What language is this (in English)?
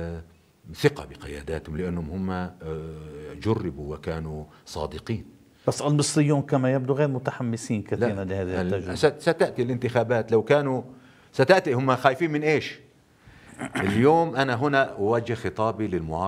North Levantine Arabic